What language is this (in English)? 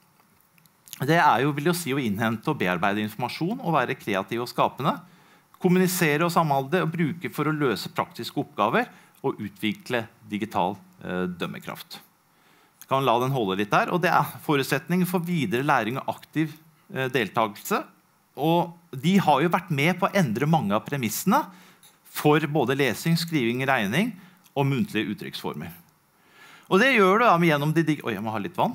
Norwegian